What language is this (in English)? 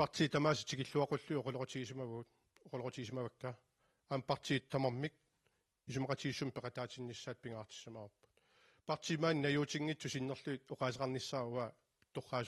Kalaallisut